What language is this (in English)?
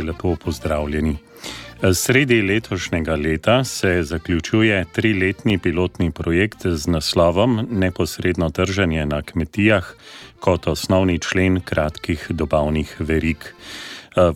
Slovenian